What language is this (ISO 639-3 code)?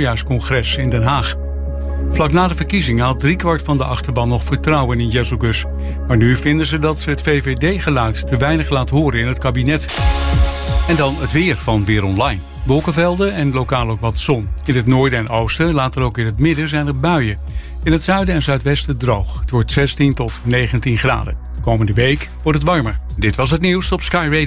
nld